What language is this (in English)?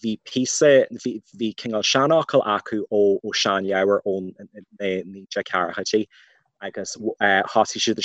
Irish